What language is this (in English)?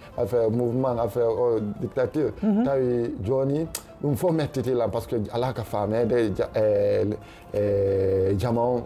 Fula